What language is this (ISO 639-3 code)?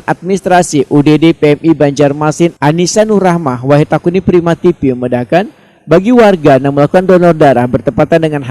bjn